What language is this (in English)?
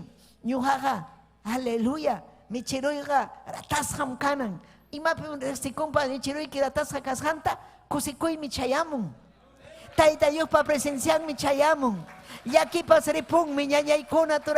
Ayacucho Quechua